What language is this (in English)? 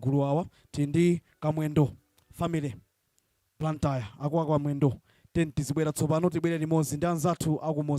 Nyanja